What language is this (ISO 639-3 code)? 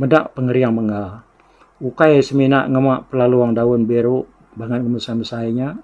iba